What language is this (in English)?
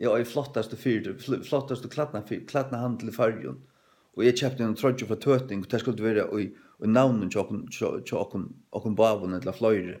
Faroese